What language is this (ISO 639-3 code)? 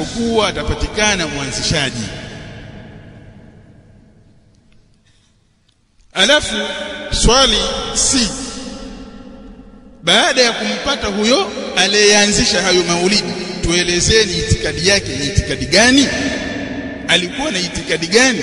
swa